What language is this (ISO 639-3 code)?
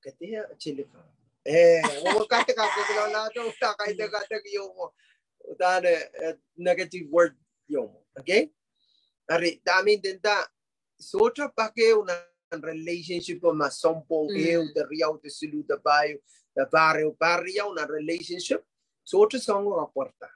pon